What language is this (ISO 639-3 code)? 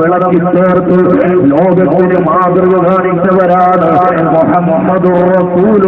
mal